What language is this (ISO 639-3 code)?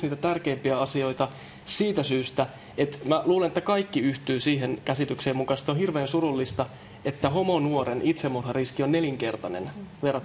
fin